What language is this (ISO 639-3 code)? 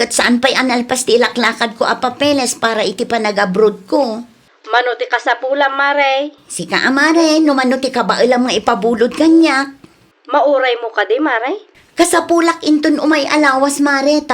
ilo